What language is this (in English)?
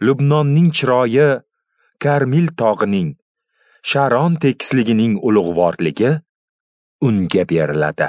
Uzbek